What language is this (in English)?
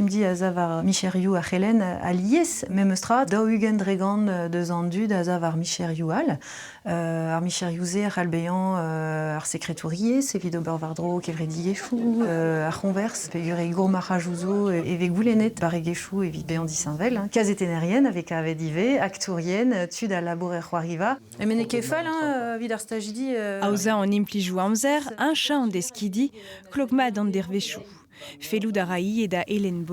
Breton